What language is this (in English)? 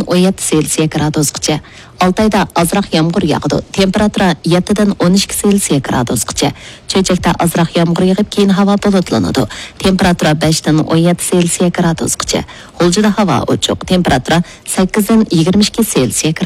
Uyghur